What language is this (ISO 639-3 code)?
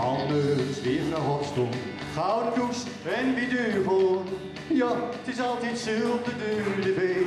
gos